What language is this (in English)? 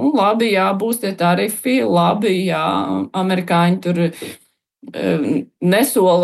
Latvian